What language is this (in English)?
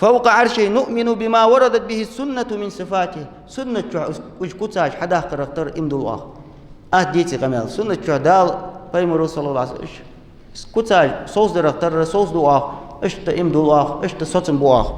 Ingush